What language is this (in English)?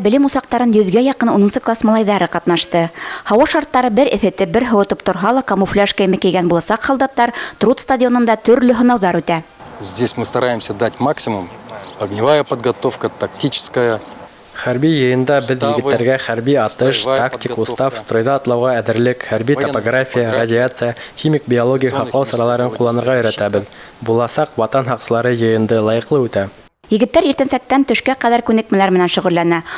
Bashkir